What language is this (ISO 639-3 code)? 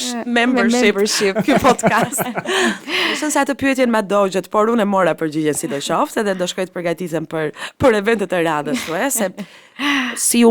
sqi